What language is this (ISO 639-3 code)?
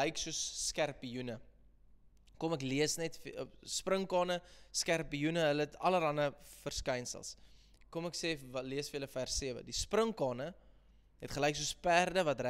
afr